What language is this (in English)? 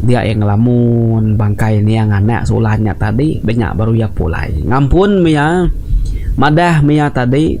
Iban